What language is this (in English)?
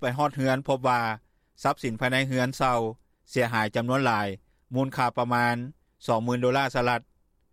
Lao